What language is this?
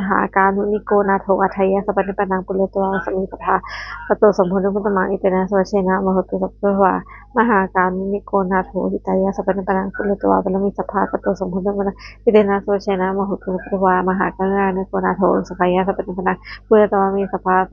Pali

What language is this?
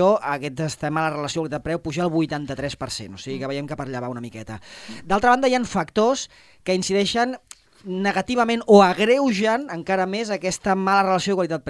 Catalan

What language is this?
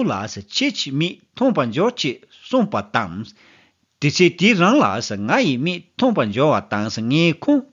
Tibetan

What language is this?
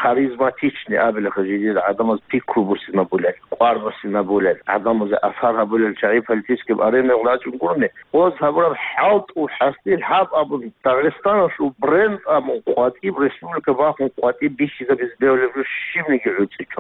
Avaric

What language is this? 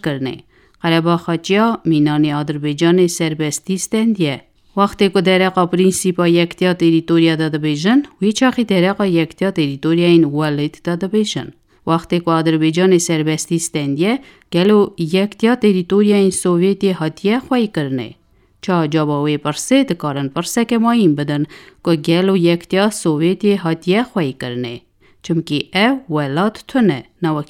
Kurdish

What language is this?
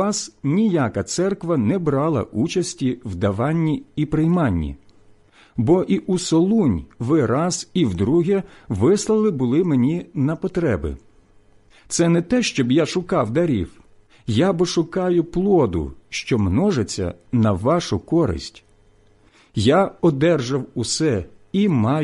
Ukrainian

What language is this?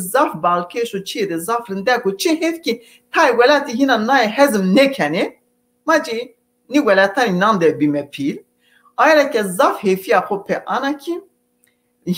Zaza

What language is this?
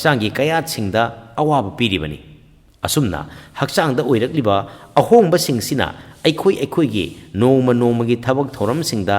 Manipuri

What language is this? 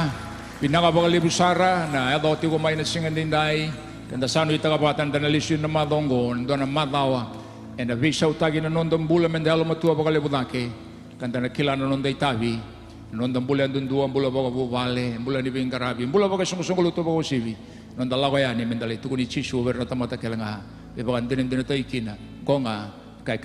Fijian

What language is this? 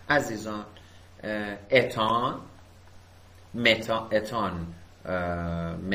Persian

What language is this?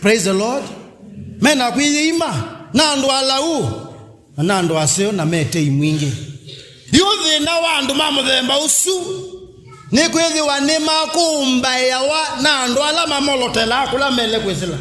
Kamba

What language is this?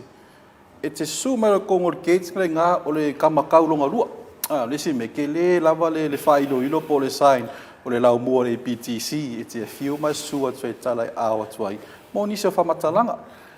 Samoan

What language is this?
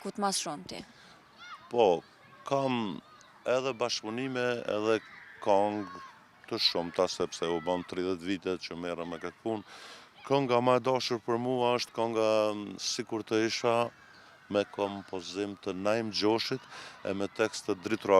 Albanian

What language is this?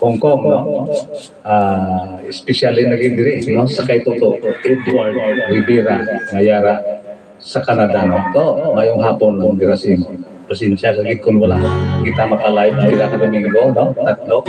Hiligaynon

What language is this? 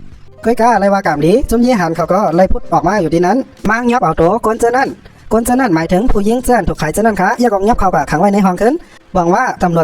Shan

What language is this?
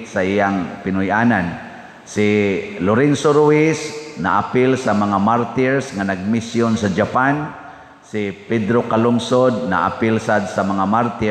Cebuano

